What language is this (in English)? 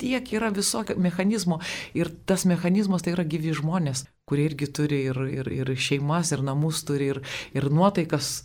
Lithuanian